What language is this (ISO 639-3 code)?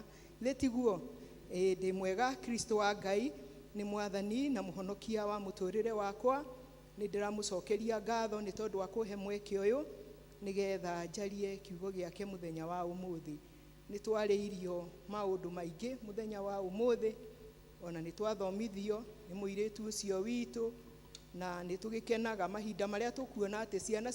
kik